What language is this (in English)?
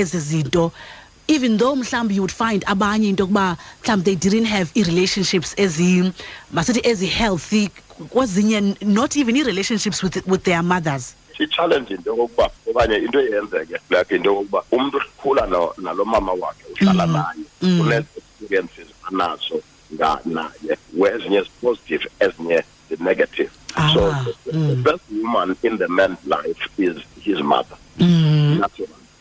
Xhosa